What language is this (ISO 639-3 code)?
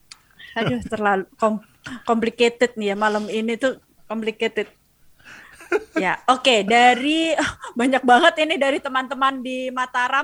ind